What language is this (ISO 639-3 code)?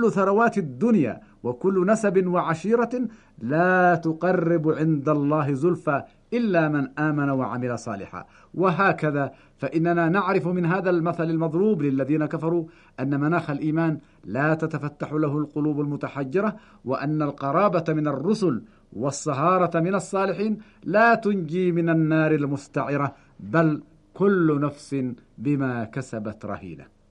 ara